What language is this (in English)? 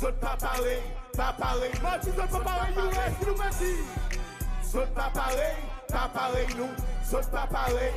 Seselwa Creole French